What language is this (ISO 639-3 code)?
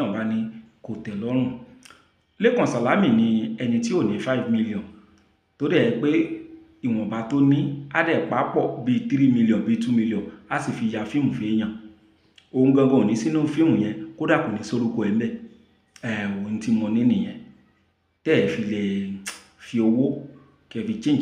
yor